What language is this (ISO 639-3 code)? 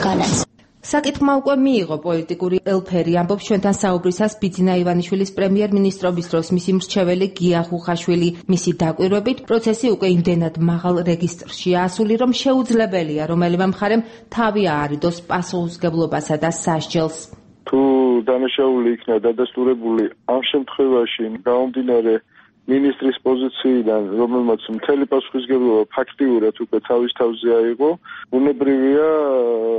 kat